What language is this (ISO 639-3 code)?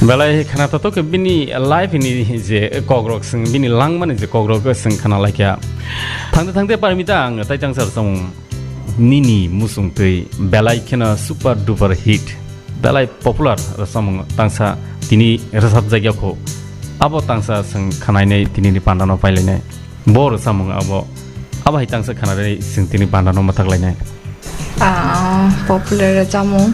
trp